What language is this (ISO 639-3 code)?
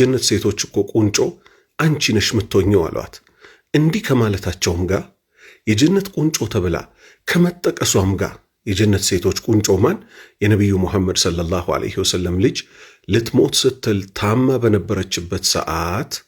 amh